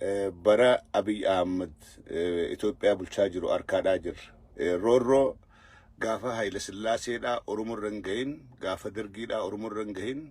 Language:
Oromo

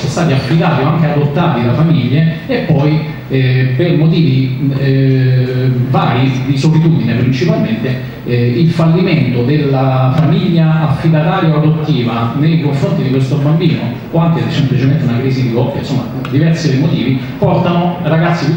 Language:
Italian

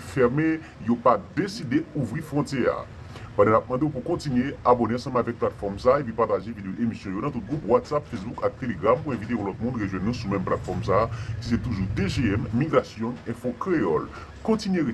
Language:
Haitian Creole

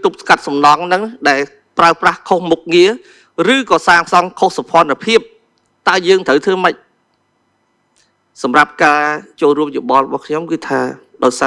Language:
Khmer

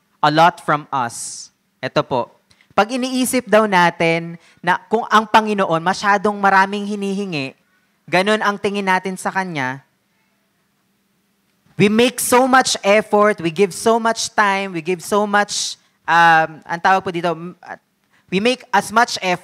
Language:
Filipino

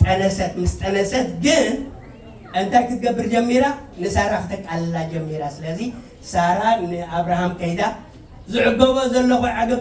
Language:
Tigrinya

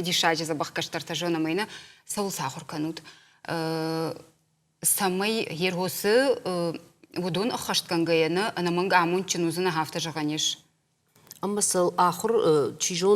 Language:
Ossetic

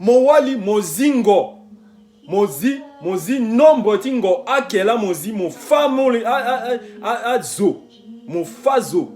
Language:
Sango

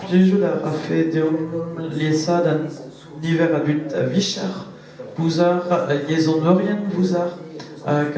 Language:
Breton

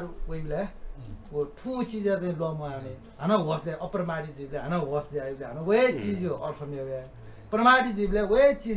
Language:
Newari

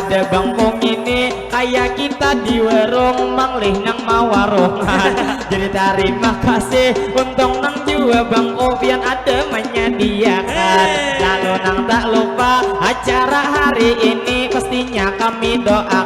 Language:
Banjar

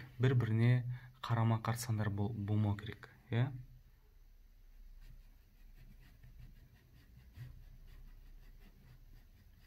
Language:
Kazakh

